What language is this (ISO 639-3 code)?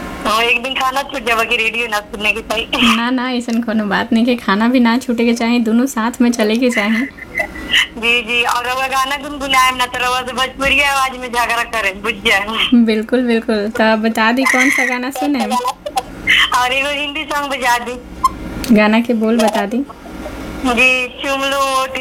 bho